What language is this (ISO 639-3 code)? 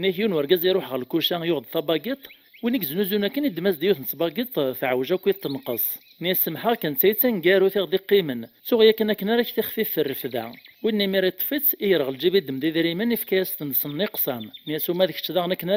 kab